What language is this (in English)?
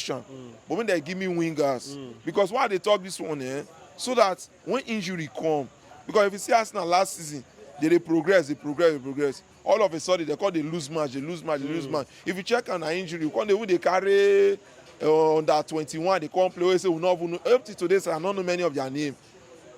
Nigerian Pidgin